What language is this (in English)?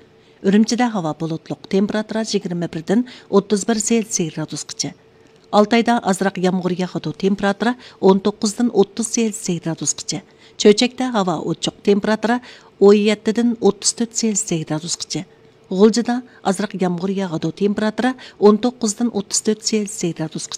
Uyghur